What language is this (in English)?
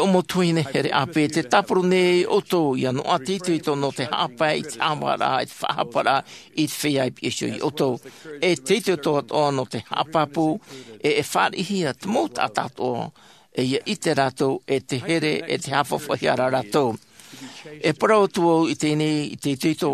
Tahitian